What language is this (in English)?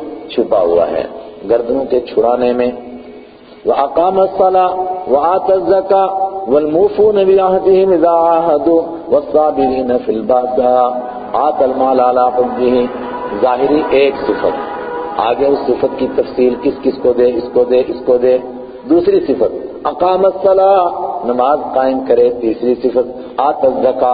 Urdu